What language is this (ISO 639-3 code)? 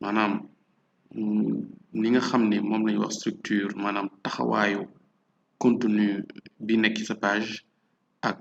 wol